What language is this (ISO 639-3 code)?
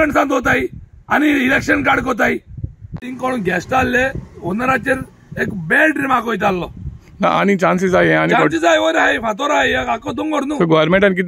kok